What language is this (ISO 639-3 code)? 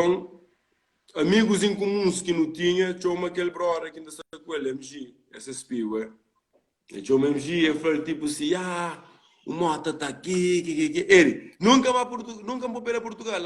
kea